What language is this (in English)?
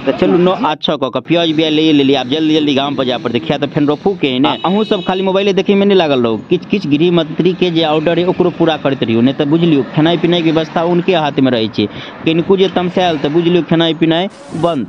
Maithili